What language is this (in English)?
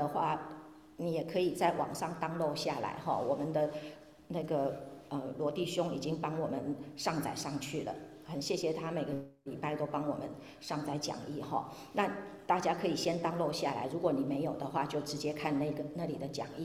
Chinese